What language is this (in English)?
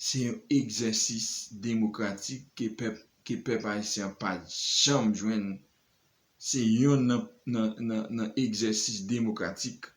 Haitian Creole